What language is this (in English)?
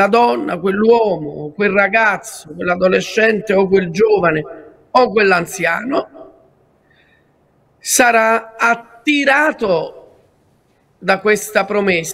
Italian